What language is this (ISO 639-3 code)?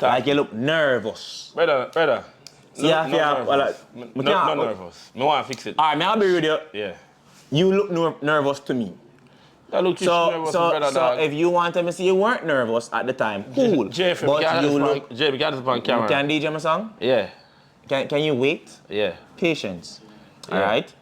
jam